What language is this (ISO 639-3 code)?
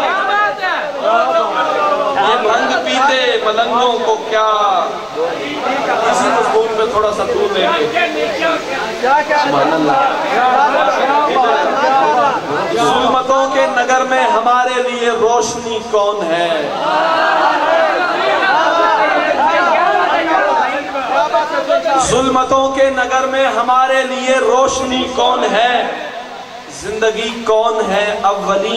urd